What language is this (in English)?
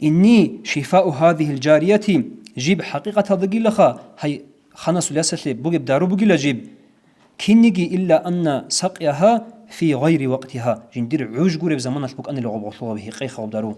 Avaric